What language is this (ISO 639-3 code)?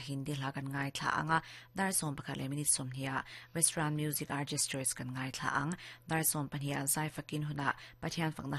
lus